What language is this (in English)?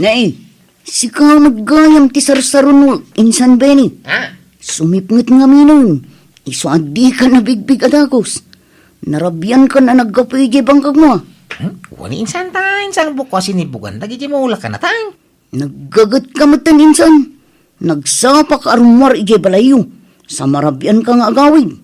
Iloko